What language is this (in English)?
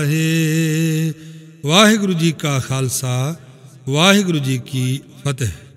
Punjabi